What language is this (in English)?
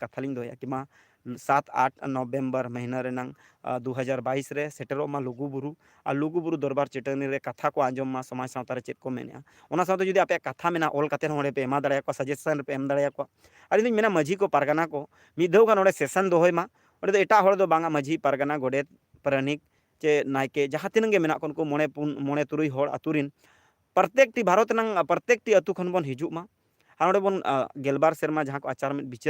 Santali